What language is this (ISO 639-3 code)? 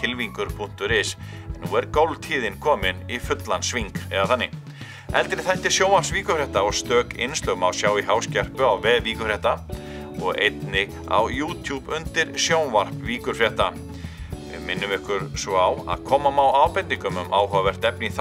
isl